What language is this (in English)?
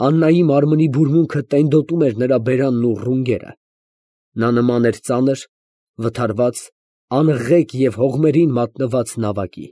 Armenian